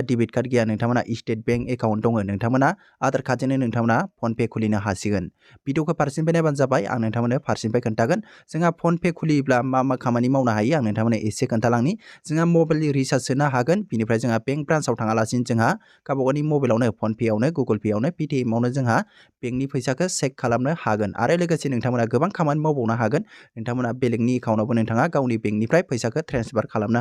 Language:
Bodo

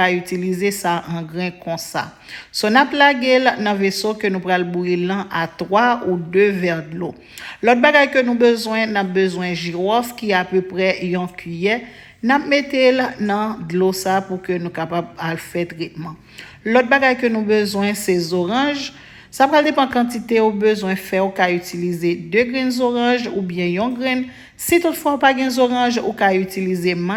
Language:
Haitian Creole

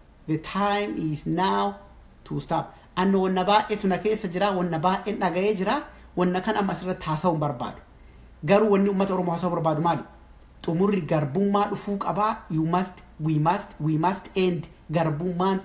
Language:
Oromo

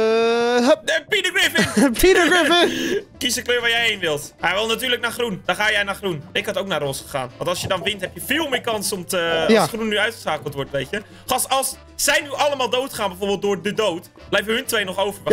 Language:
Dutch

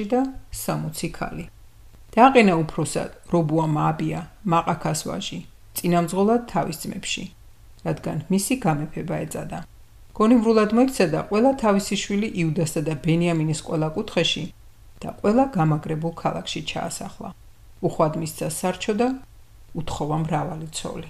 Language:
Georgian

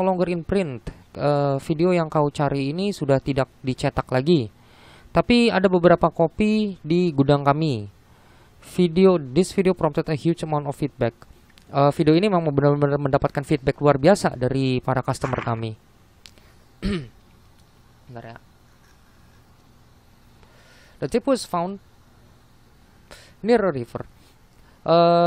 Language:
Indonesian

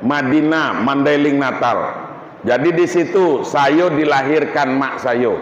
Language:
Minangkabau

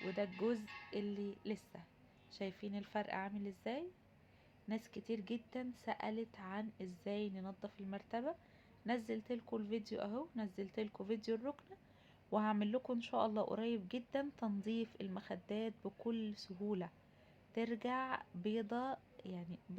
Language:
Egyptian Arabic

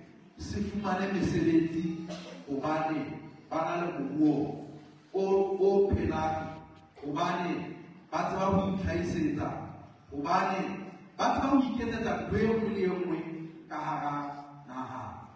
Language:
Southern Sotho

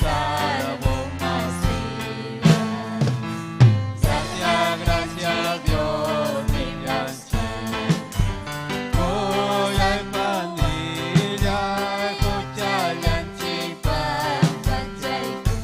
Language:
Ayacucho Quechua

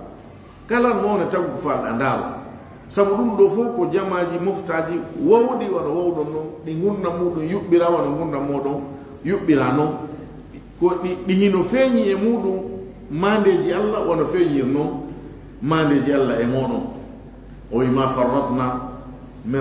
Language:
Fula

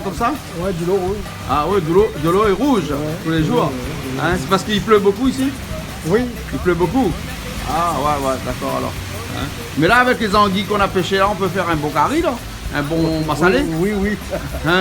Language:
Réunion Creole French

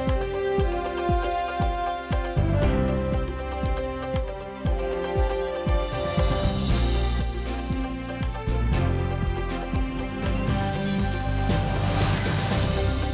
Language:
Udmurt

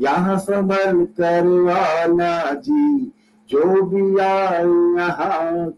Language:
Hindi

